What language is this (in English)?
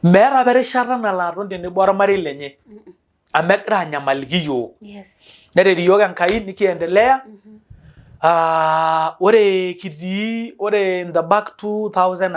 Masai